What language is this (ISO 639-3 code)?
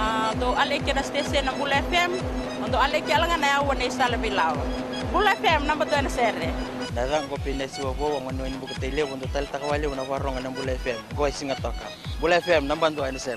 fij